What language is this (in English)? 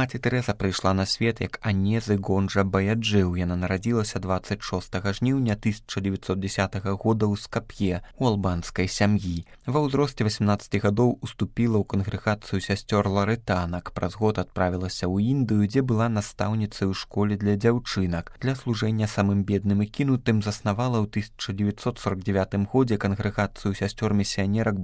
Belarusian